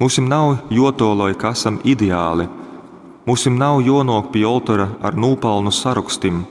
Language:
Latgalian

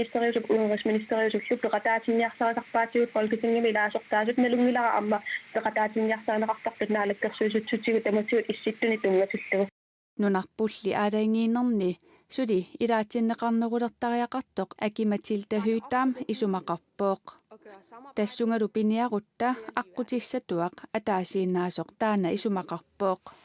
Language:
Kalaallisut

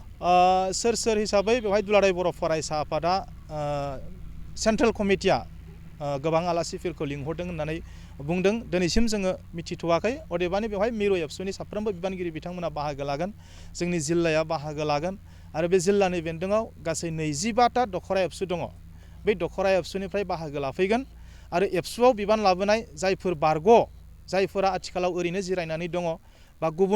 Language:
Bodo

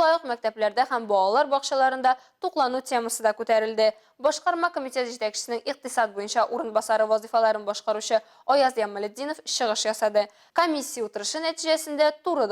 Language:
Tatar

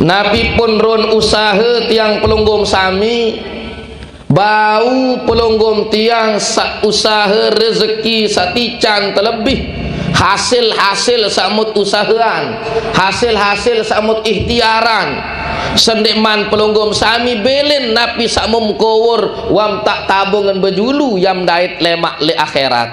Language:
Sasak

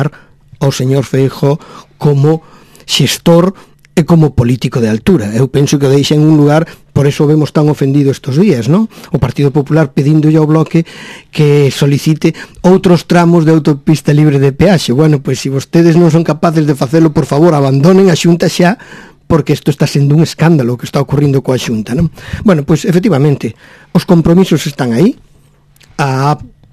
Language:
Galician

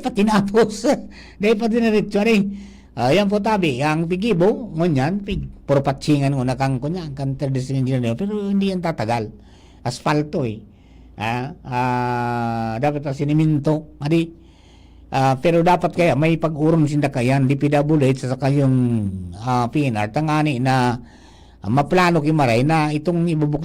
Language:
Bikol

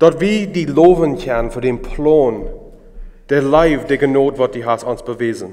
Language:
Plautdietsch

